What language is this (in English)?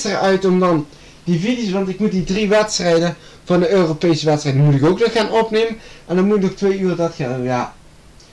Dutch